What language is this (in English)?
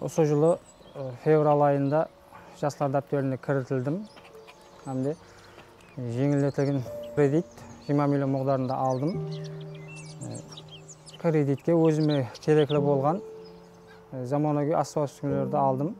Kara-Kalpak